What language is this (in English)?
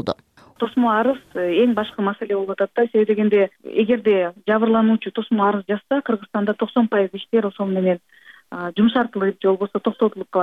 Kyrgyz